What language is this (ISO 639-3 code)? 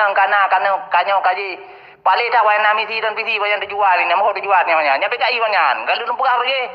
ace